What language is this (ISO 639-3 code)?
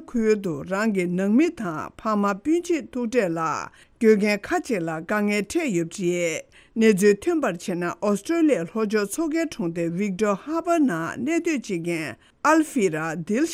bod